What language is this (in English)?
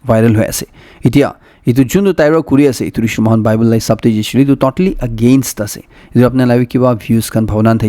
Naga Pidgin